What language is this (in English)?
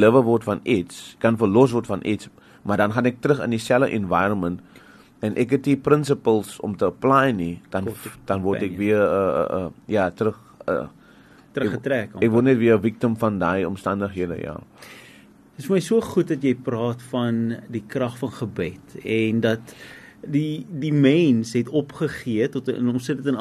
Afrikaans